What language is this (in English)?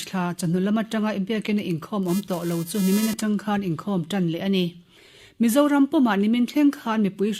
Mizo